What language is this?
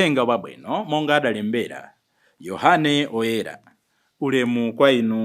Nyanja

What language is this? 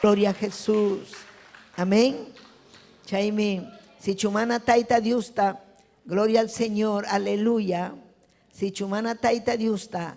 Ayacucho Quechua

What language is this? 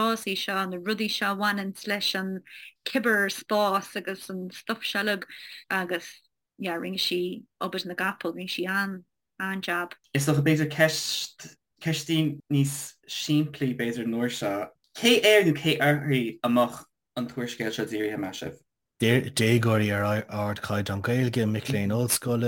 Irish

